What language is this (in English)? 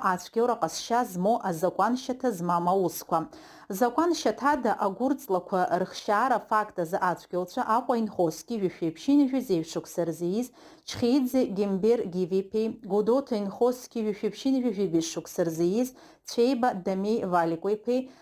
Abkhazian